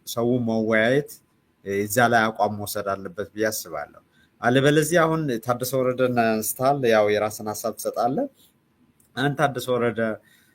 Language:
Amharic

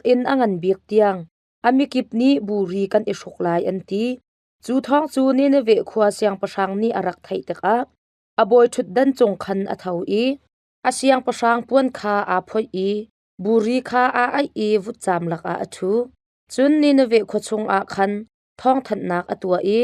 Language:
Hakha Chin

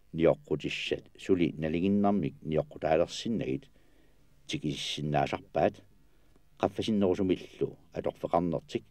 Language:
Kalaallisut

